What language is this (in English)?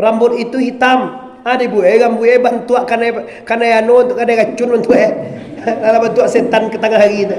Minangkabau